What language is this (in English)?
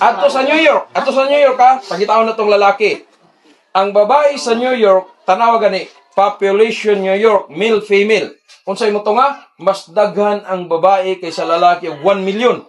Cebuano